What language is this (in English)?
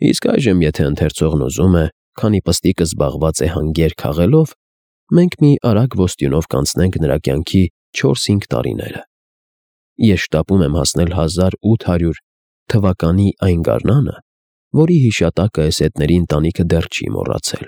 Armenian